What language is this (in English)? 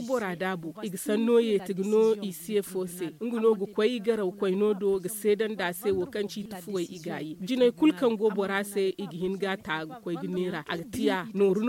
Zarma